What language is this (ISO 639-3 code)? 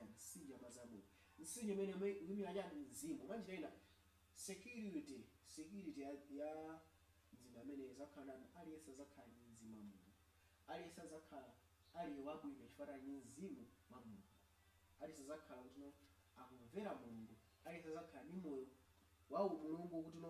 nya